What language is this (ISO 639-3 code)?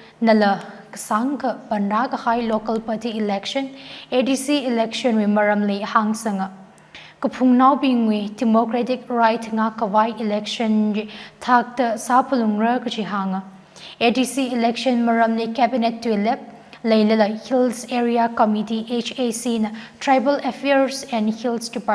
nmf